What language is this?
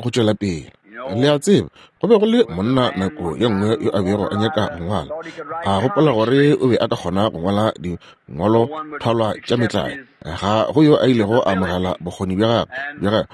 Northern Sotho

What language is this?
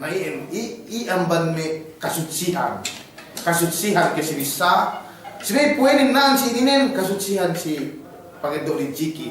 Yakan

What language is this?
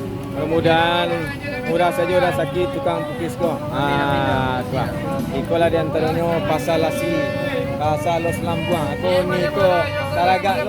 Minangkabau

